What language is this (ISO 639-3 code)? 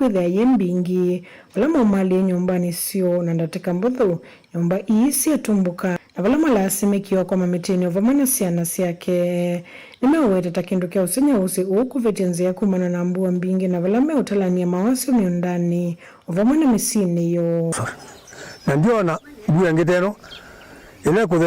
kam